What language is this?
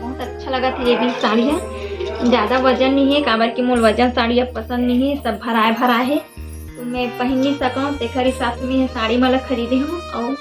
Chhattisgarhi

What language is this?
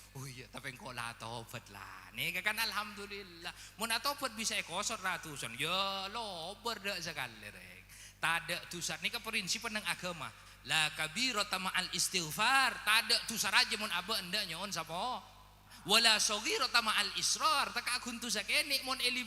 Madurese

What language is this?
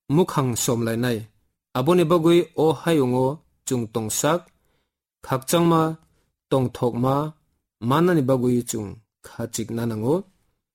Kok Borok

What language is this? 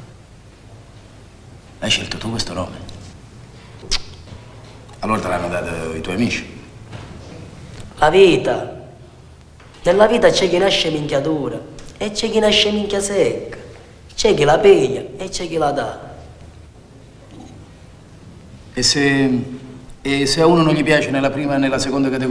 Italian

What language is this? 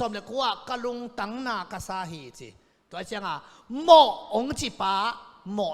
Tedim Chin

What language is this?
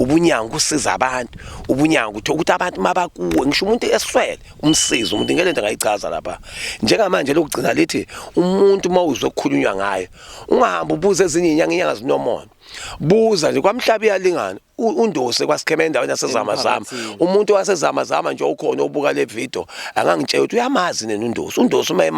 Zulu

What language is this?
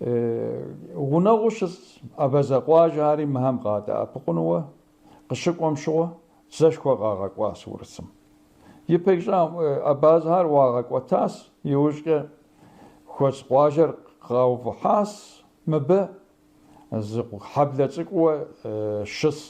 Kabardian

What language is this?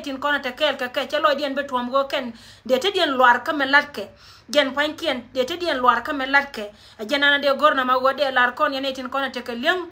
Nuer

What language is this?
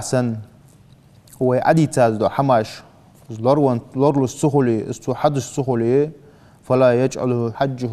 Ingush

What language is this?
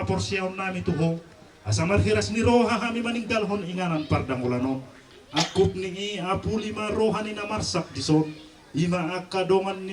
Batak Toba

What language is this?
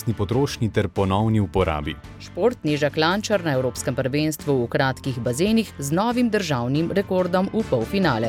Slovenian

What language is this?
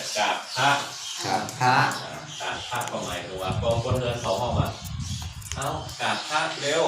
Shan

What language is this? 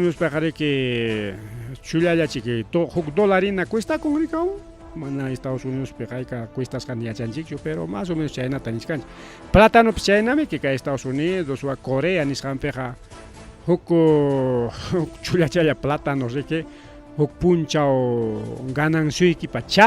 Ayacucho Quechua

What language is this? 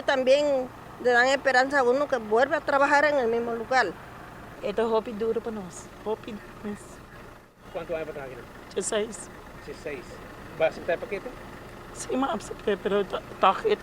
Papiamento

